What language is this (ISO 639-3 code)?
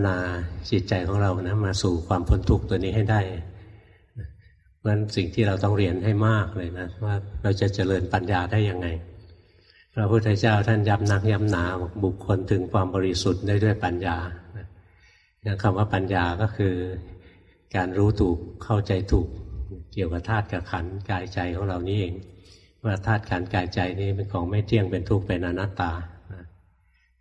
tha